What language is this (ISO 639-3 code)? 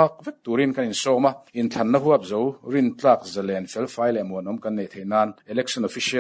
lus